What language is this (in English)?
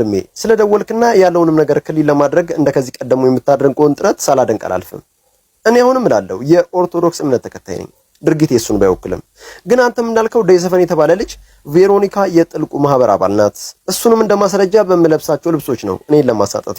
Amharic